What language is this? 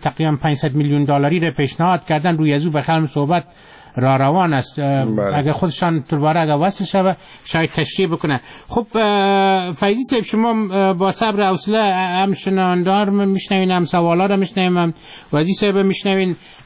Persian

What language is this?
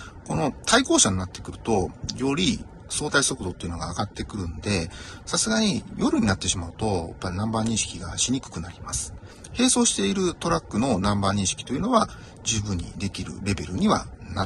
Japanese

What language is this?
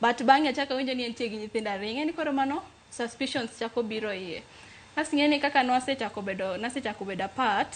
Luo (Kenya and Tanzania)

